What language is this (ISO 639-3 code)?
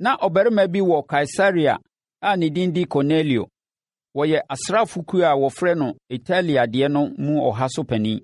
aka